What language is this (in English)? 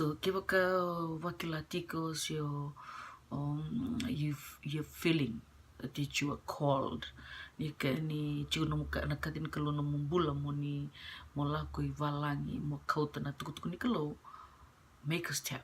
Fijian